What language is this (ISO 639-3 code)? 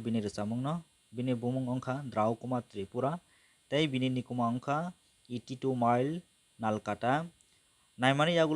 trp